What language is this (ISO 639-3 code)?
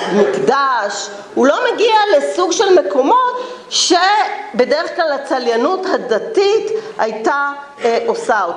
heb